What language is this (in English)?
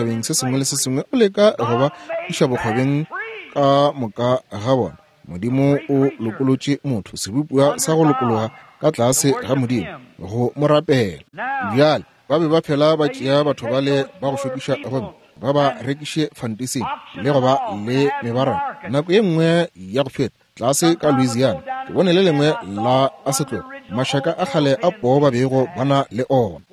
Northern Sotho